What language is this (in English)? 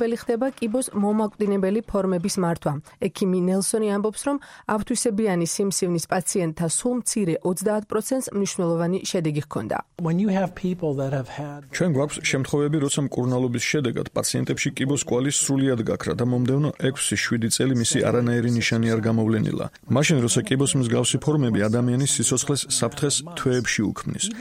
Georgian